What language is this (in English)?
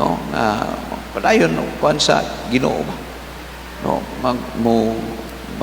Cebuano